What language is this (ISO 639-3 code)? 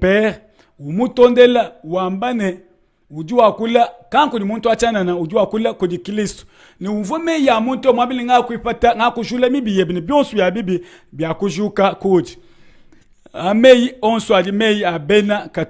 lua